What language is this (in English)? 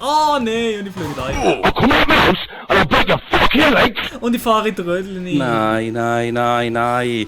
Swiss German